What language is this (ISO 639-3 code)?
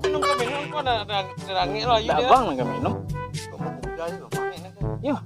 min